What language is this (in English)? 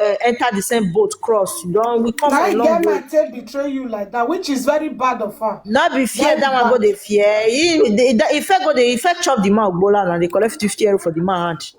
Nigerian Pidgin